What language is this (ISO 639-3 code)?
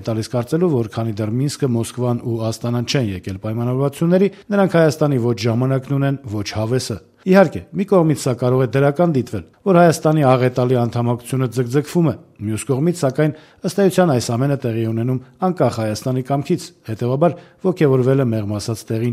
hye